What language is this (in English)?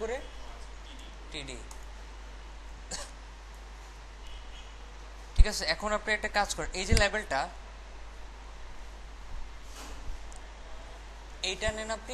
Bangla